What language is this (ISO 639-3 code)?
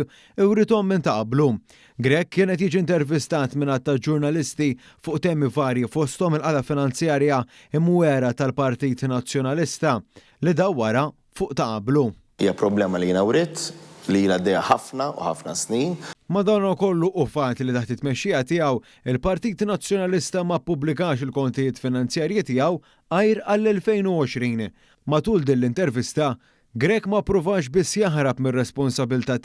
mlt